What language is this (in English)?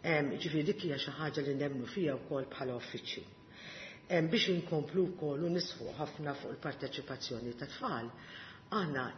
Maltese